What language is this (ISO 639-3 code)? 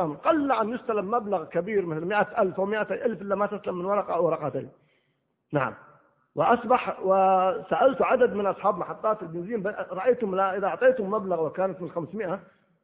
ara